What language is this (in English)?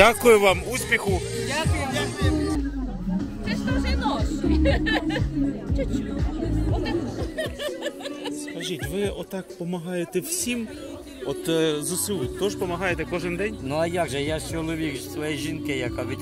Ukrainian